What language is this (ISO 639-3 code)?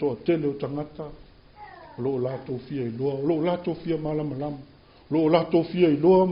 smo